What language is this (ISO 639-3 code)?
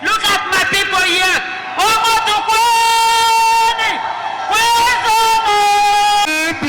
pcm